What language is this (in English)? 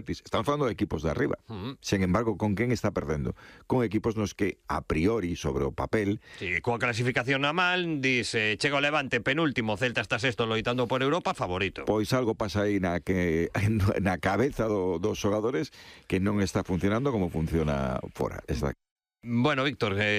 Galician